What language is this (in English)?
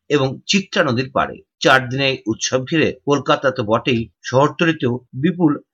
Bangla